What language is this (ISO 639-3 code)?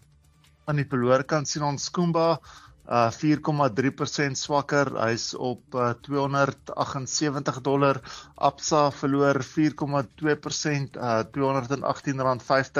afr